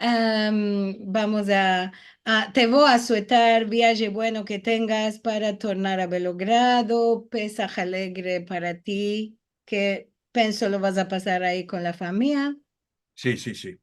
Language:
Ladino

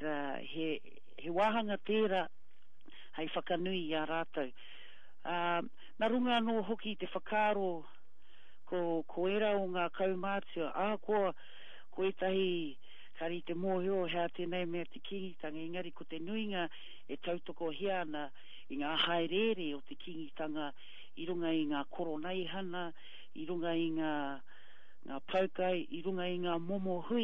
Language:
Māori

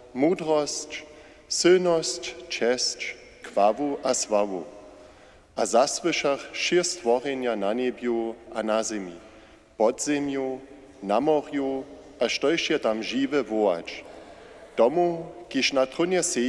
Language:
Upper Sorbian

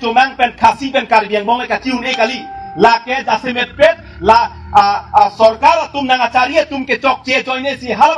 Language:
Karbi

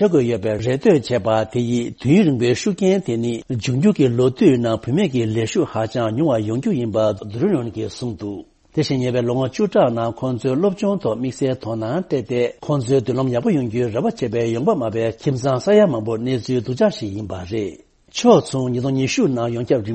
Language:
Tibetan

